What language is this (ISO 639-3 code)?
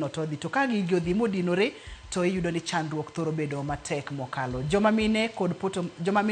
luo